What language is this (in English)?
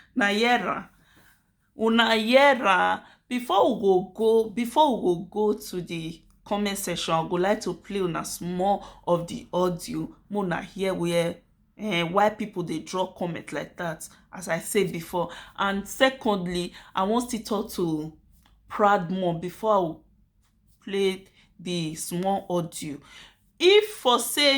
Nigerian Pidgin